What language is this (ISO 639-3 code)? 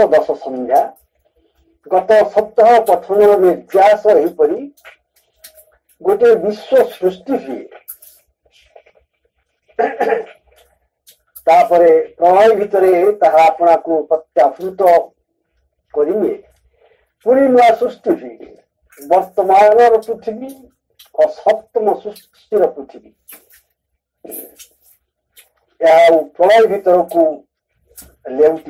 ori